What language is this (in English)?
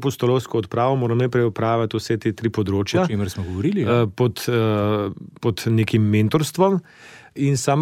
Slovenian